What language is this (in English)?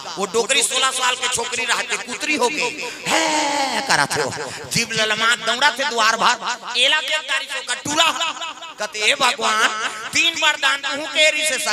Chhattisgarhi